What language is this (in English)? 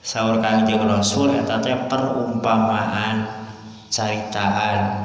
Sundanese